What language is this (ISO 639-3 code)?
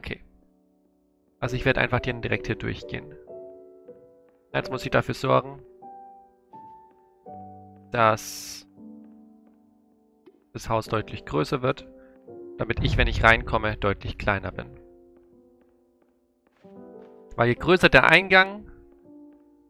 deu